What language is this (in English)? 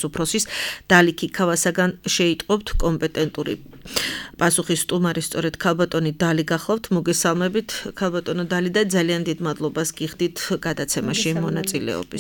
Georgian